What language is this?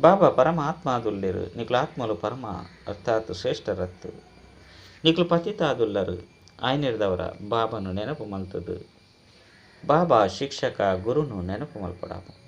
Tulu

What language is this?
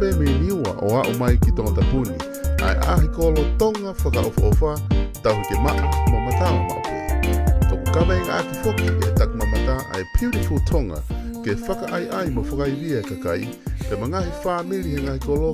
Tongan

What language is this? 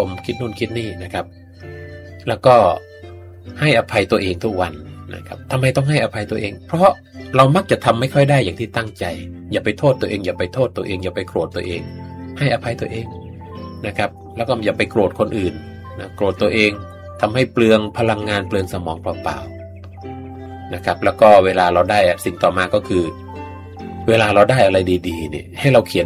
Thai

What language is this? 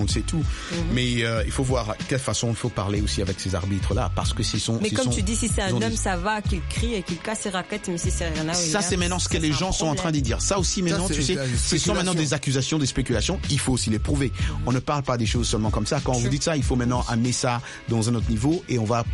French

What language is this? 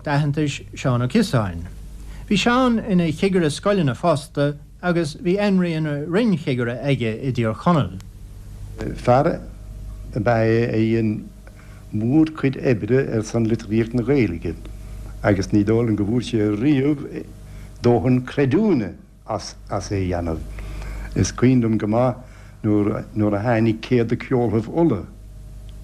Irish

